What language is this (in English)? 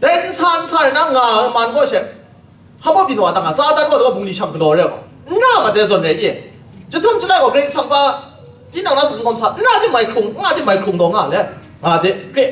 Kachin